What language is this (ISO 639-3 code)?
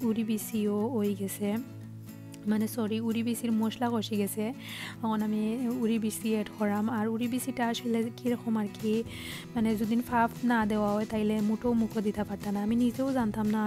syl